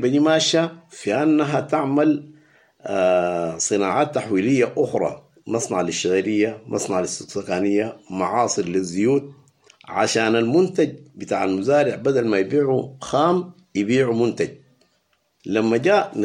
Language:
Sudanese Arabic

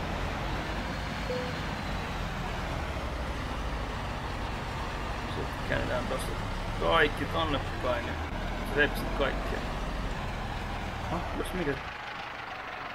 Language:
Finnish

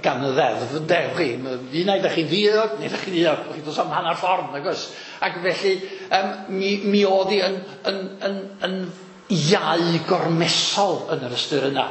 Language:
Welsh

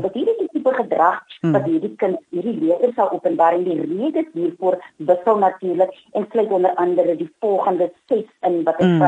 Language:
Afrikaans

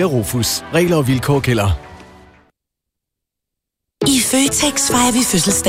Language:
Danish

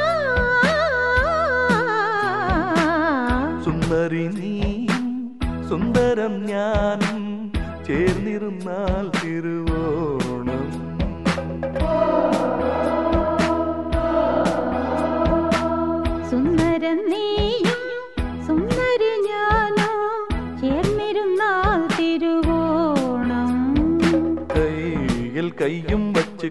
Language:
Malayalam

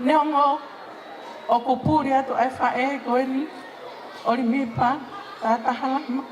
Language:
Tongan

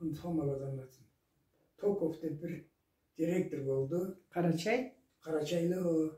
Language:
Karachay-Balkar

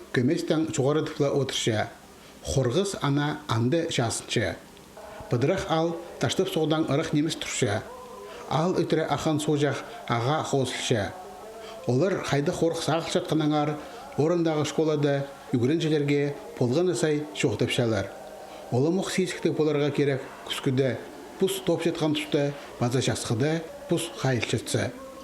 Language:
Khakas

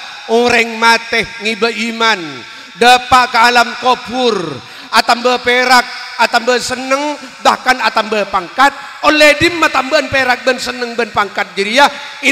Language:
Madurese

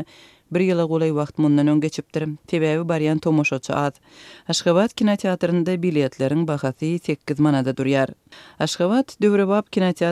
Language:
Turkmen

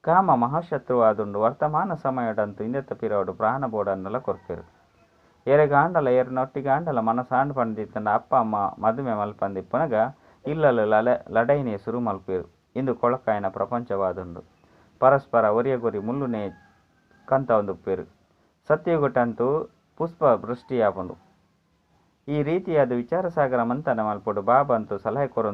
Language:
Tulu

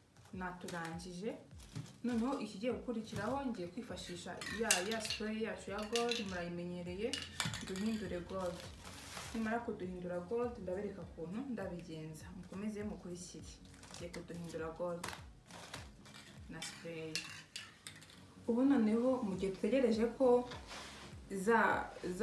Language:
Kinyarwanda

